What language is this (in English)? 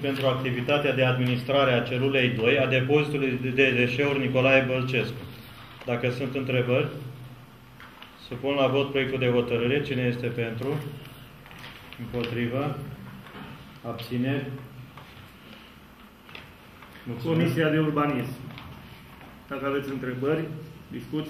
Romanian